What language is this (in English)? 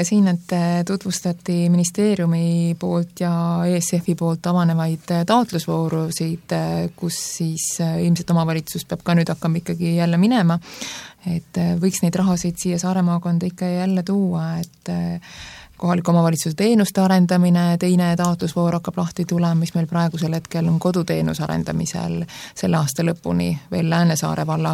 Estonian